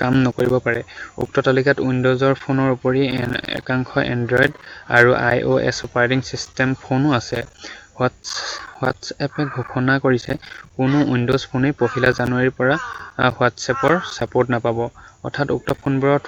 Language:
Assamese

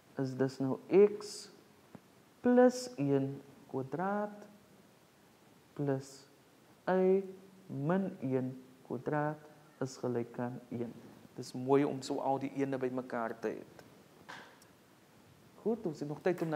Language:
Afrikaans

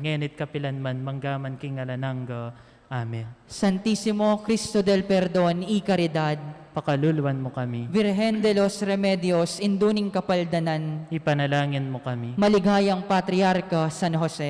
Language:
Pampanga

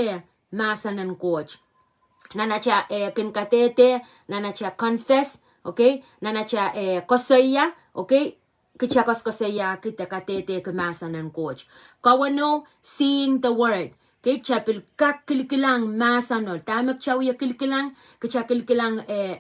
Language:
Pohnpeian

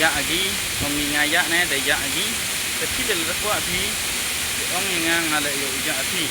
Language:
Khasi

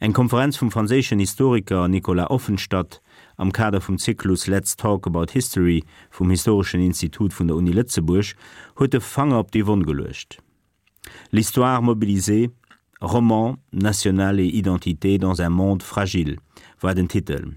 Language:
Luxembourgish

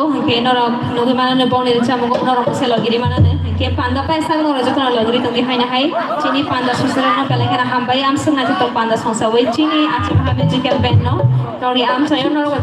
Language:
Kok Borok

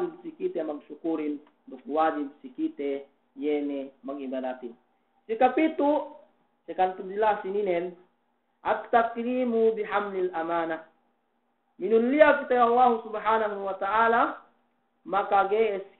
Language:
Yakan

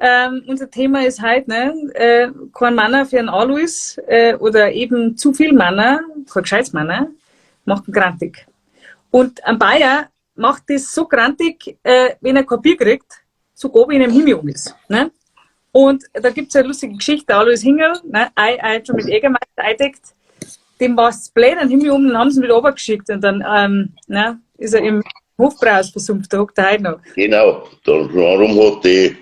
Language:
Bavarian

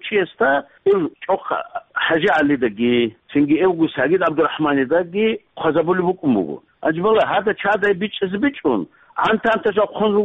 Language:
Avaric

